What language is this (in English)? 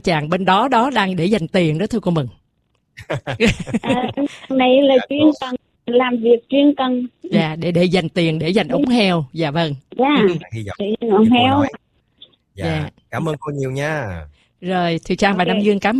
Vietnamese